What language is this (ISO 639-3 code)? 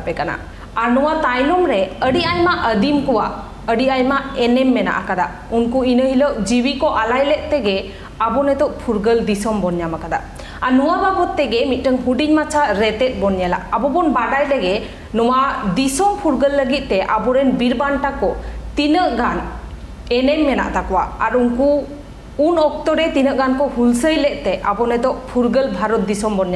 sat